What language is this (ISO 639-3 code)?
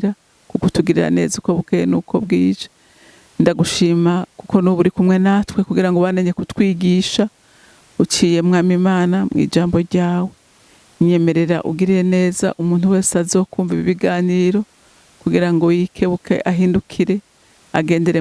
run